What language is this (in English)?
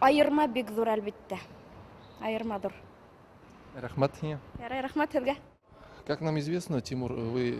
Bashkir